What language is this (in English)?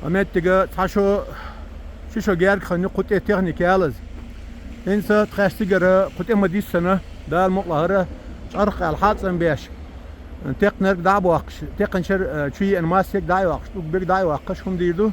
Chechen